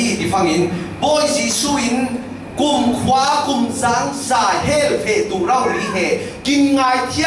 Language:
Falam Chin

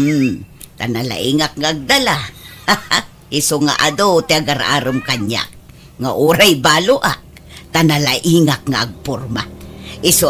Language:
Iloko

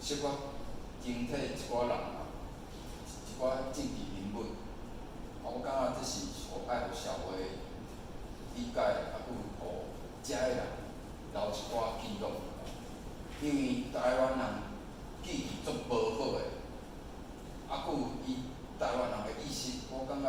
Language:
Min Nan Chinese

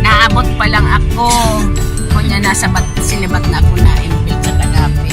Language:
Bikol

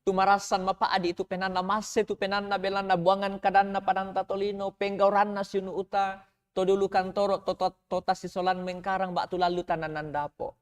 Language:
Toraja-Sa'dan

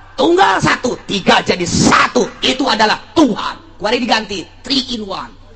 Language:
Sundanese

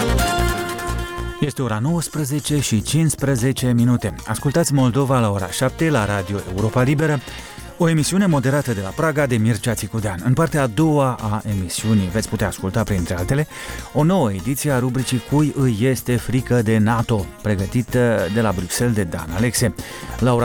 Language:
Romanian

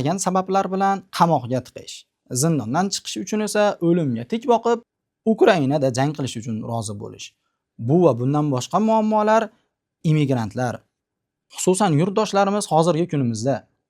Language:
Uzbek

